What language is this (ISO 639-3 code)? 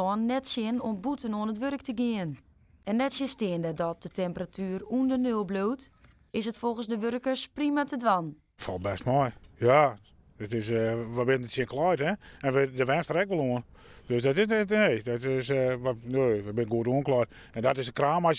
fry